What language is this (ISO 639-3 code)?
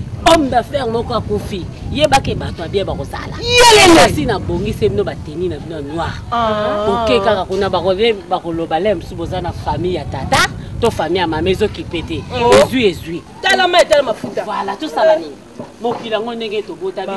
lin